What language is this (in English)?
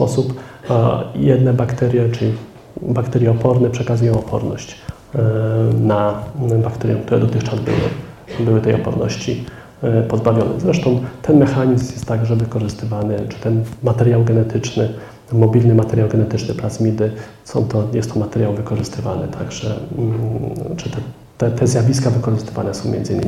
Polish